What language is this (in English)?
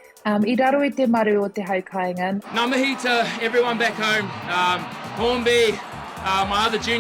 Māori